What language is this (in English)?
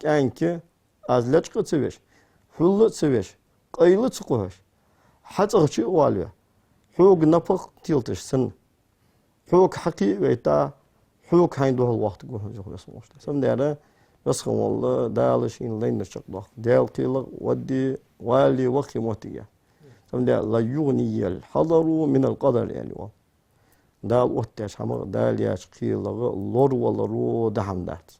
Ingush